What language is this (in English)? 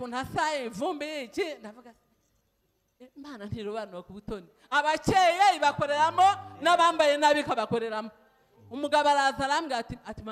Kinyarwanda